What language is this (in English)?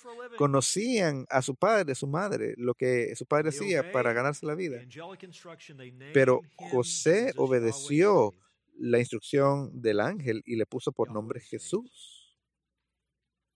Spanish